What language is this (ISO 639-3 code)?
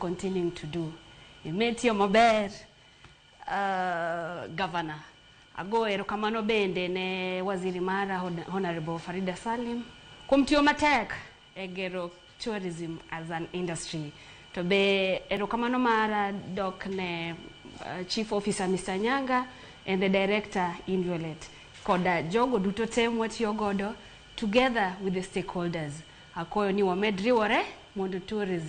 luo